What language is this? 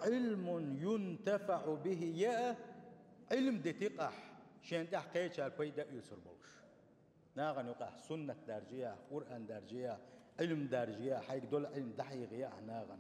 Chechen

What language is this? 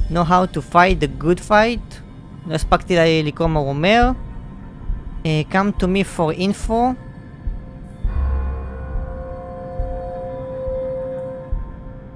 Hebrew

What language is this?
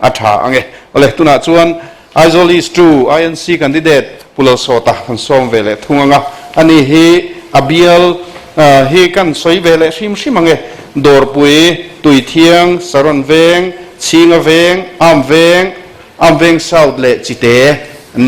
Mizo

